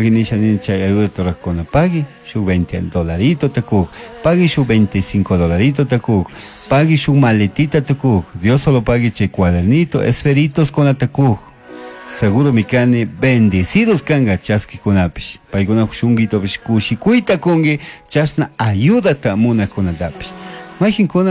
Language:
Chimborazo Highland Quichua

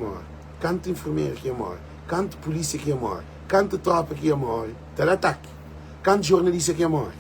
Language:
Kabuverdianu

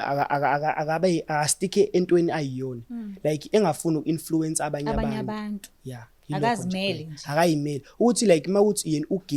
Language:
Zulu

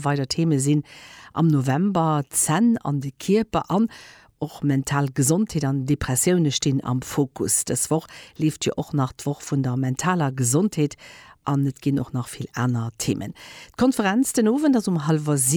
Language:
Luxembourgish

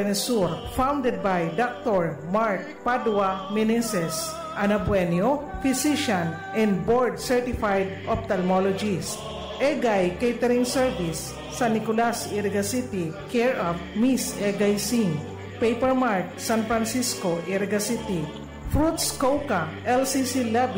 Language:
Bikol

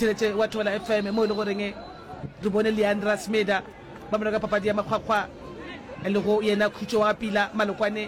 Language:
Northern Sotho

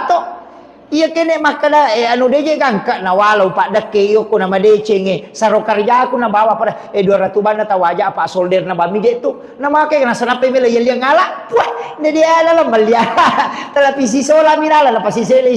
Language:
Buginese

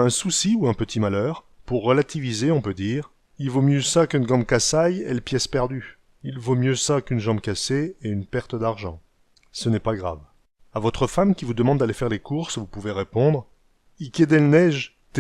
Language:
Picard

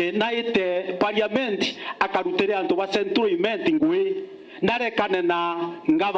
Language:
Meru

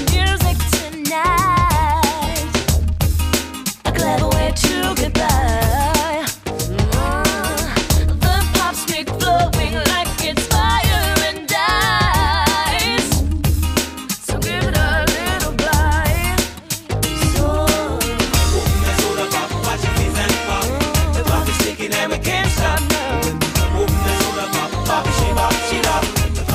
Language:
English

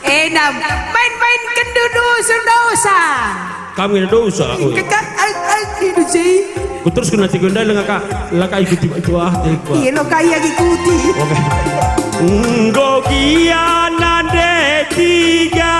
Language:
Batak Karo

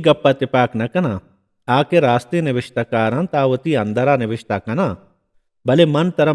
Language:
Baluchi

